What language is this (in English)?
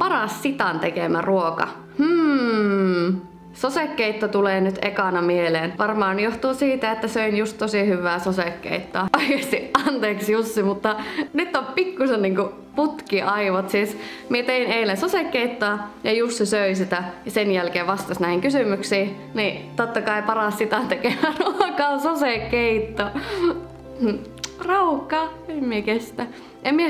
Finnish